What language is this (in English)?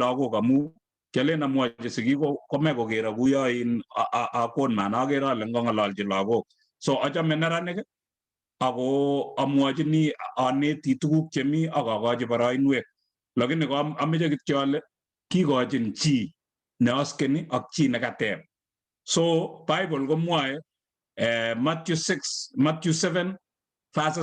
Kalenjin